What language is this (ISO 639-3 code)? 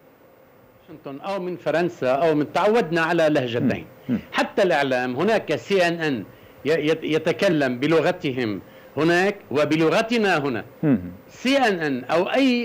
ara